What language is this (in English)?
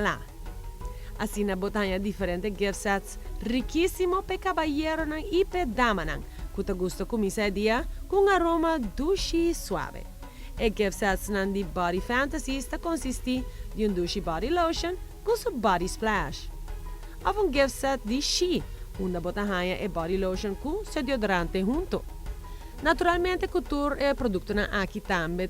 Papiamento